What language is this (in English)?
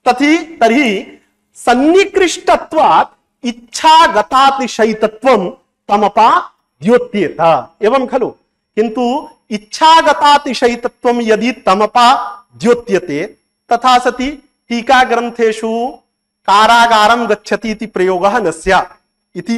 Sanskrit